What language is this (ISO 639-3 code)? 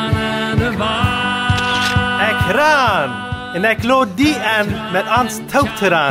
pdt